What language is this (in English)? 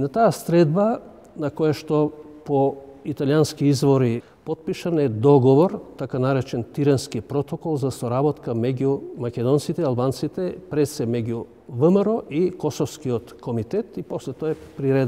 Macedonian